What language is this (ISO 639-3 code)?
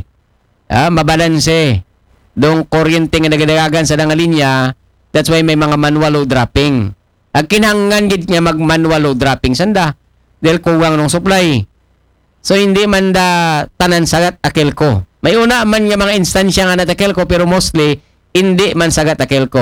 akl